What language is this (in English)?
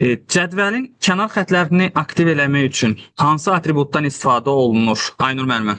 Azerbaijani